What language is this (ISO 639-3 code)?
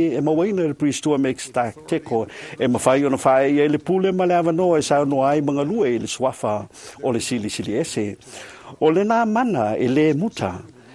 smo